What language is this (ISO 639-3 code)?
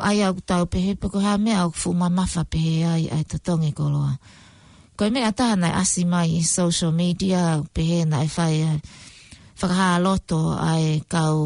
ton